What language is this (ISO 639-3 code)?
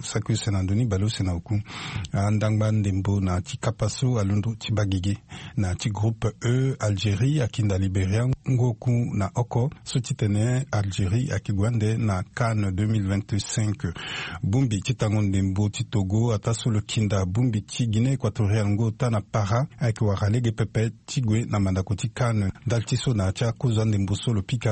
sag